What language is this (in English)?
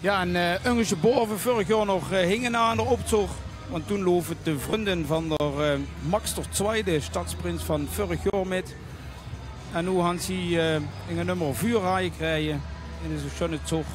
Limburgish